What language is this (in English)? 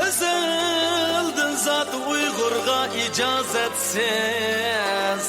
Uyghur